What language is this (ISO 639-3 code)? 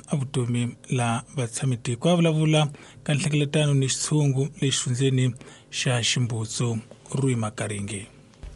tso